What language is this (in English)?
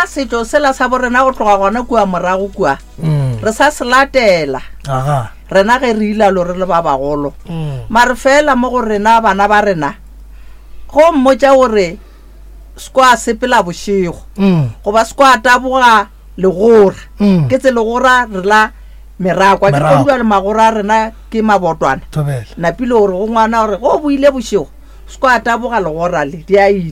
Northern Sotho